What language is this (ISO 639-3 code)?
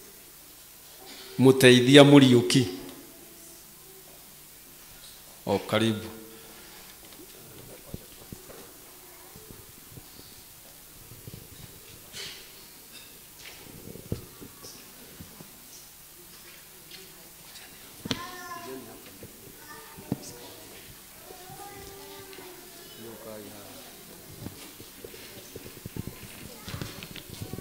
swa